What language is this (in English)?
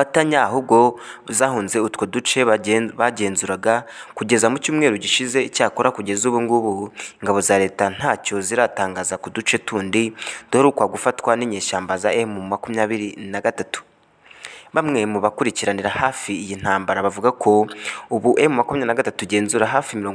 Kinyarwanda